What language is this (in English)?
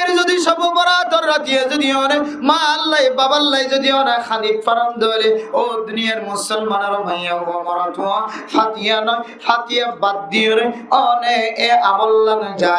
Rohingya